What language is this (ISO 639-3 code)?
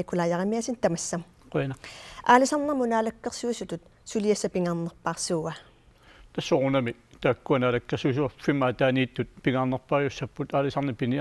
kal